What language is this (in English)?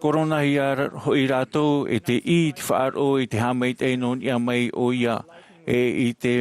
Tahitian